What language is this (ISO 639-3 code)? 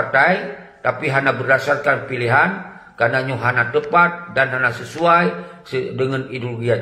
ace